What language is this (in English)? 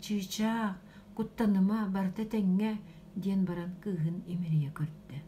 Yakut